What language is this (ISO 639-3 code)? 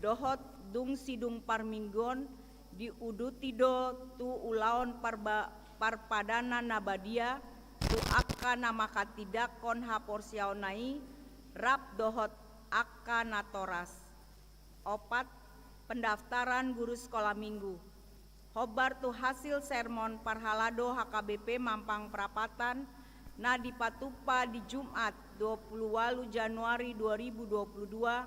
bbc